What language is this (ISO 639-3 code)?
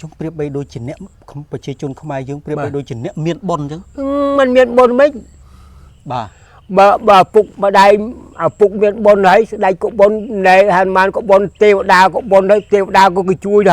khm